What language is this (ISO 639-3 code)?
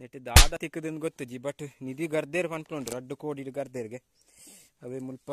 tcy